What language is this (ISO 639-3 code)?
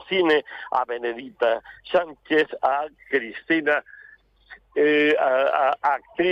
glg